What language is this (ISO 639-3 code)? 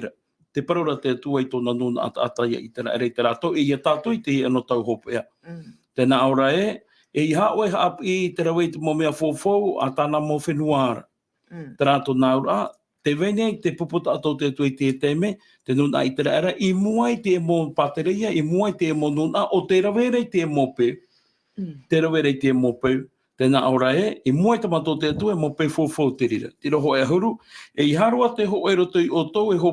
tah